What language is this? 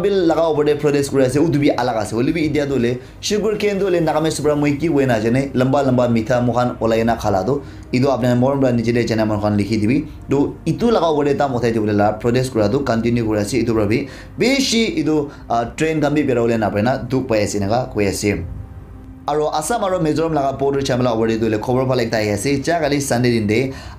Naga Pidgin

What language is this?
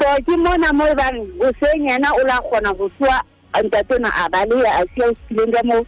Southern Sotho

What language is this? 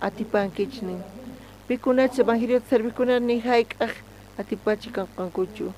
South Bolivian Quechua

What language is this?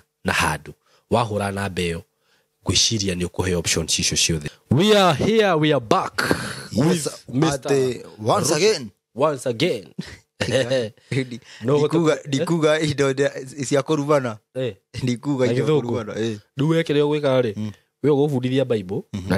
Kikuyu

